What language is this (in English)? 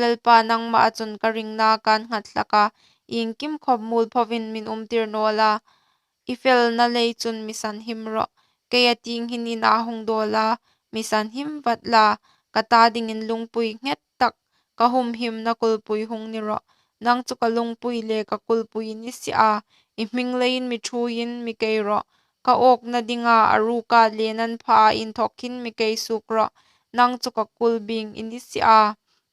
Hmar